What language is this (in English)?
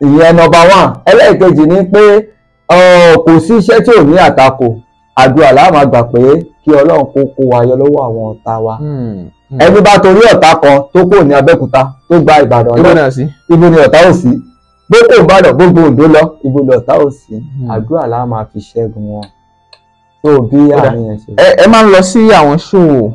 Yoruba